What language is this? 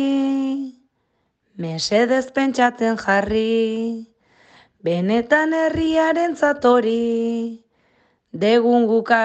Basque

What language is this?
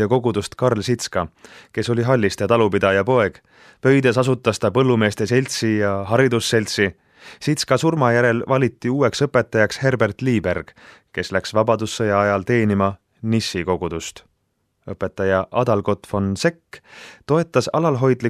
Estonian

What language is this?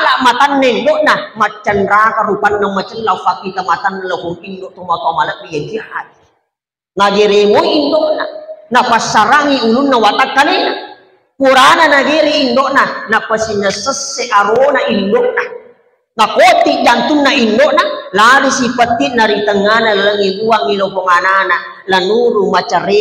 Buginese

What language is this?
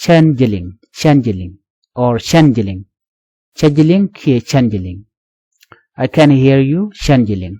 Nuer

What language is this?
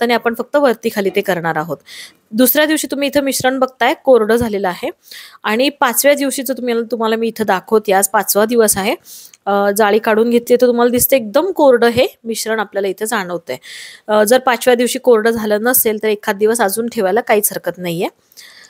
Marathi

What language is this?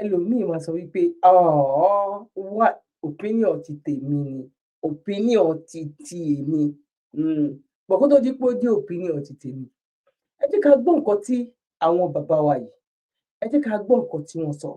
Yoruba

